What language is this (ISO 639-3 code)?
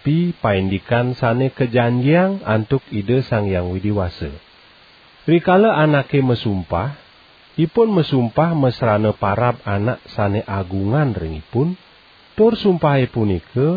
ban